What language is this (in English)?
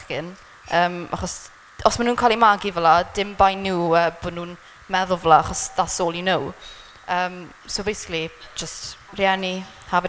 Welsh